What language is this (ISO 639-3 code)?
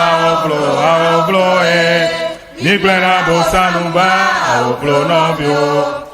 ewe